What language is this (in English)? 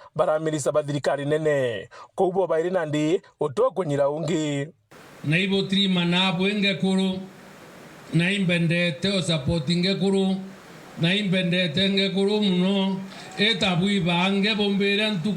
Meru